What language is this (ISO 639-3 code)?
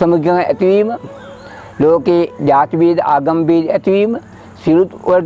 sin